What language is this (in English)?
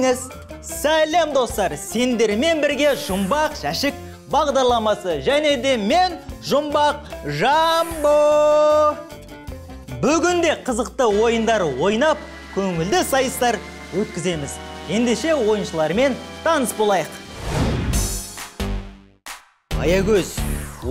Kazakh